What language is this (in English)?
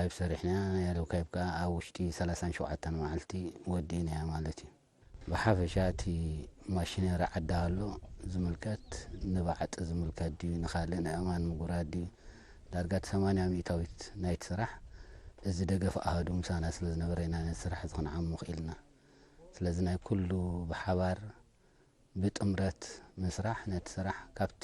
Tigrinya